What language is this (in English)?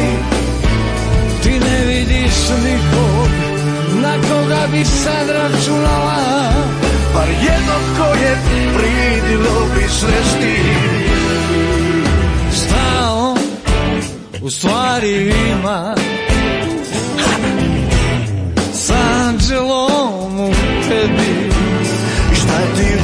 Croatian